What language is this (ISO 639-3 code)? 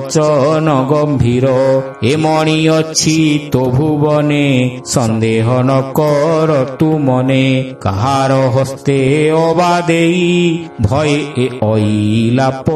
ori